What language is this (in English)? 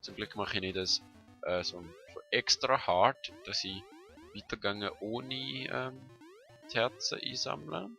Swiss German